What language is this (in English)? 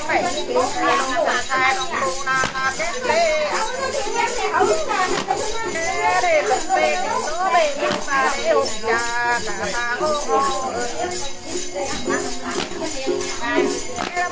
Vietnamese